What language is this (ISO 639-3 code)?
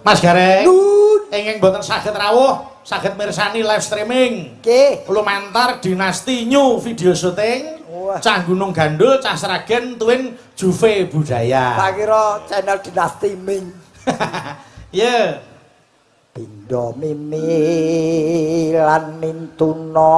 jav